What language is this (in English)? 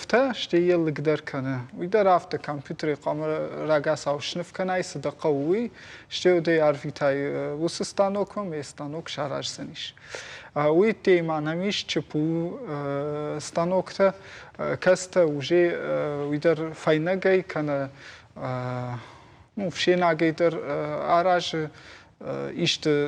Ossetic